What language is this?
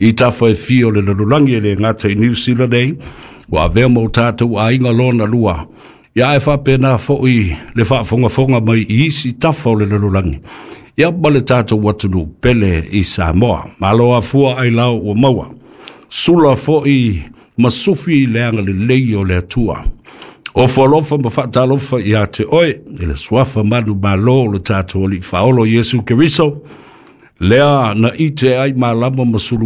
Samoan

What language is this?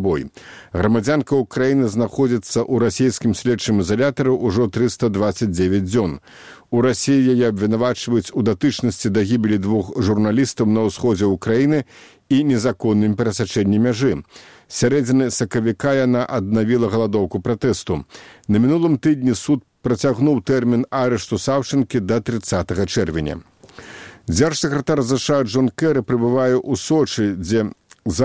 Belarusian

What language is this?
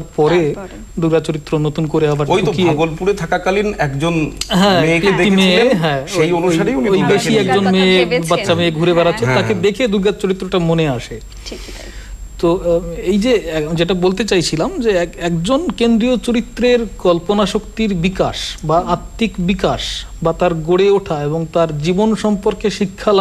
Bangla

